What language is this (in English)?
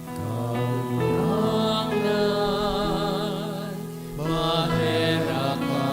Bikol